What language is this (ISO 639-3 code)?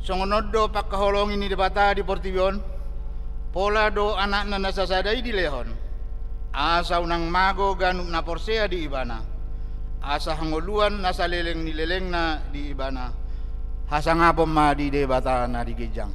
bbc